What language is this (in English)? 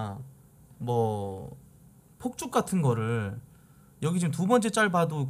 Korean